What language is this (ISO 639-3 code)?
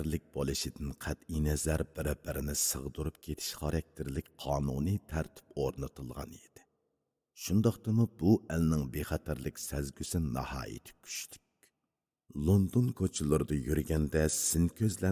uig